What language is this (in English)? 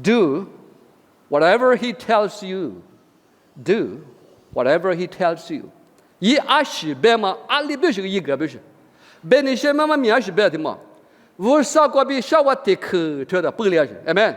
Lisu